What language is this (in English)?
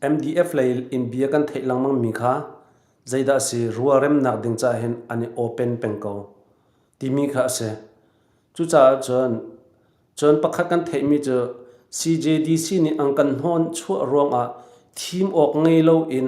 Hakha Chin